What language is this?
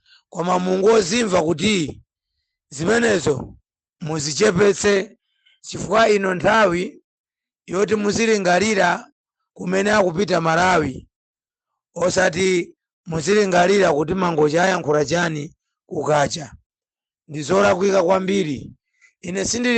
Nyanja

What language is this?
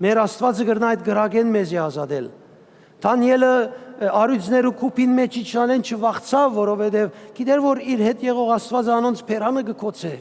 Western Armenian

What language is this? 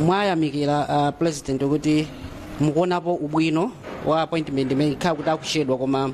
Nyanja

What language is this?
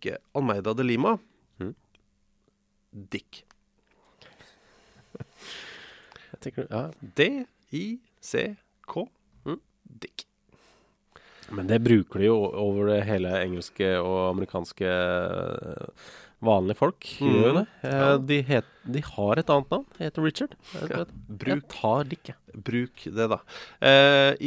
Norwegian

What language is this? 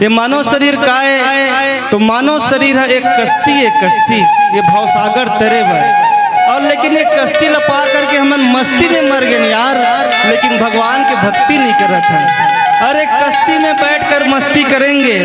Chhattisgarhi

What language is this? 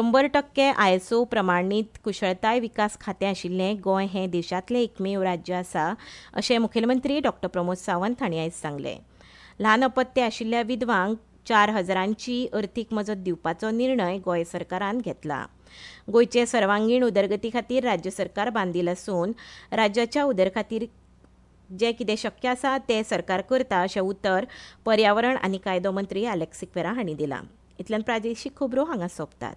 Konkani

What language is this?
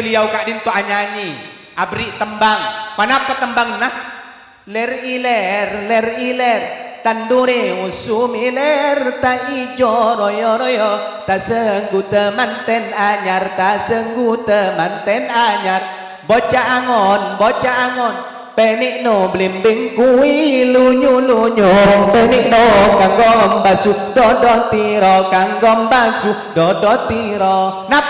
Madurese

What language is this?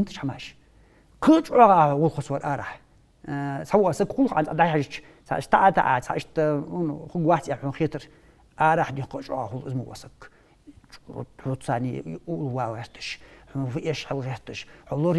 Ingush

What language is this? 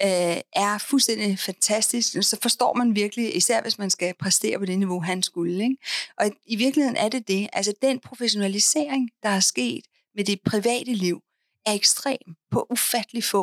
Danish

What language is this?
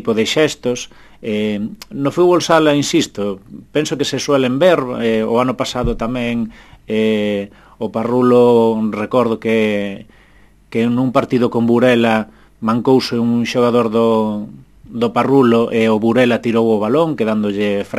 Galician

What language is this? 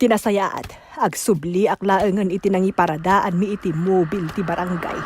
Iloko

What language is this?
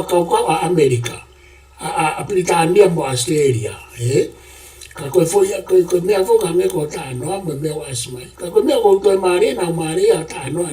Tongan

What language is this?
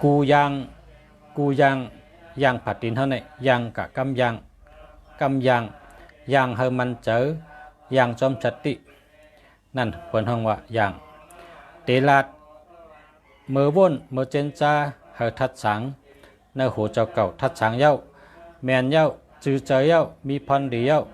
Shan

